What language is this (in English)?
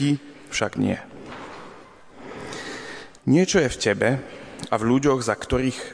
Slovak